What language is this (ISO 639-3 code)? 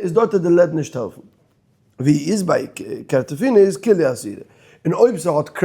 yid